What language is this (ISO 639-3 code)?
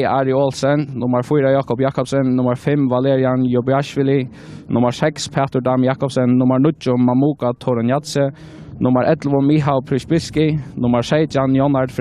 fao